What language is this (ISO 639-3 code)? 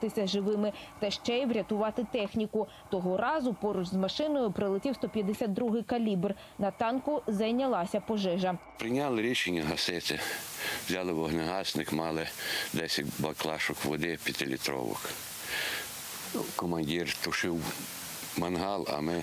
ukr